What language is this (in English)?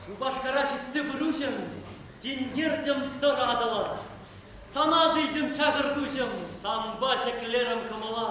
Chuvash